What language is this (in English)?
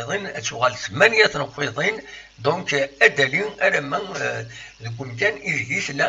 Kabyle